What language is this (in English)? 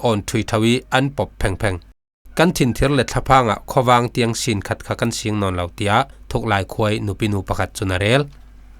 Falam Chin